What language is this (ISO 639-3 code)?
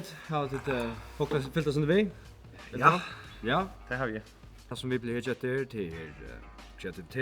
fao